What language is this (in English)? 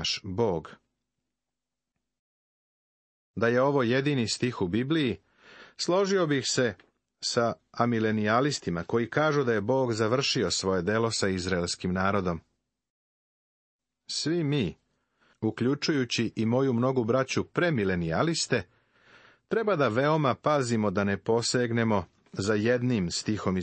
Serbian